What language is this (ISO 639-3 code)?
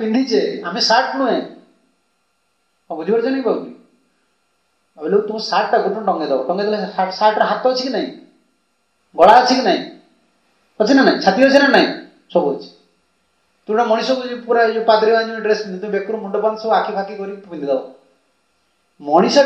ori